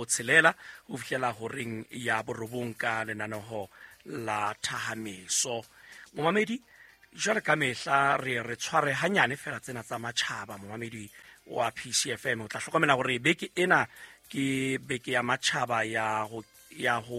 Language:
Southern Sotho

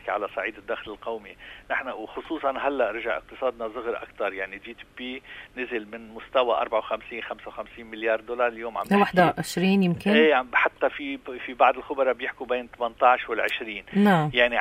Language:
North Levantine Arabic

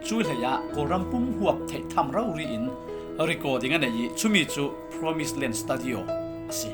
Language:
Falam Chin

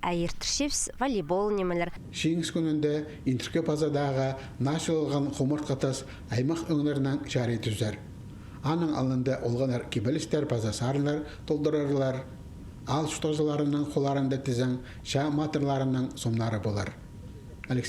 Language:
Khakas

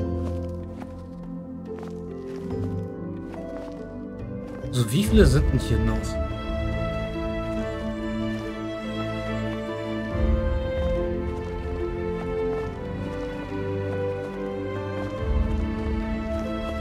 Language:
German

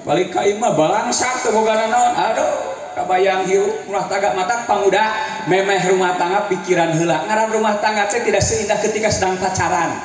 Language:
Sundanese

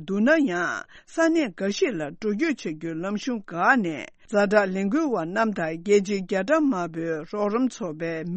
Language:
Tibetan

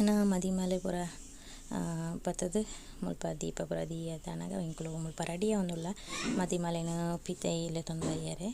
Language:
Tulu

